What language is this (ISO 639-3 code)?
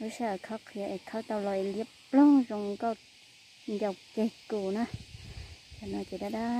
hmn